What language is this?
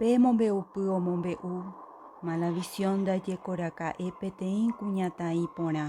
Guarani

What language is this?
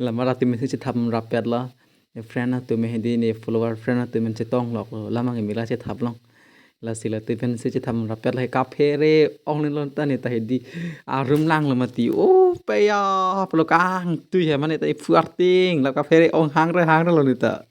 Karbi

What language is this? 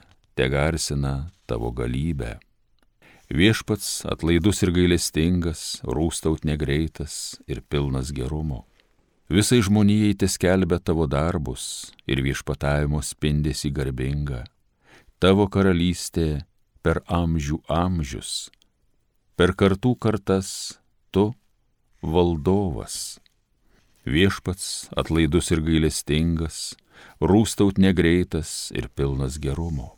Lithuanian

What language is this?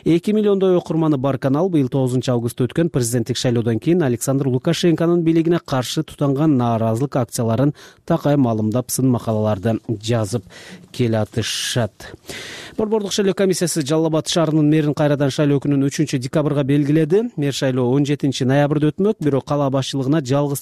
Kyrgyz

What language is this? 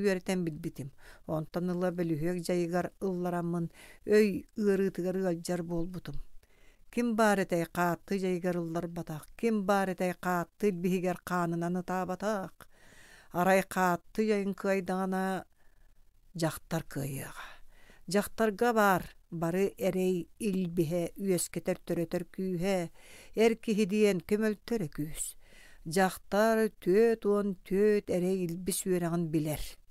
Yakut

